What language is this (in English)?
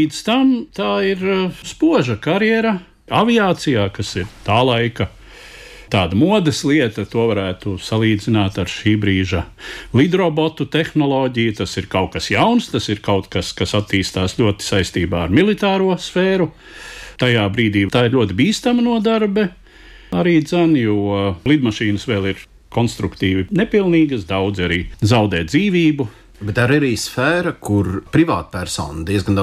Latvian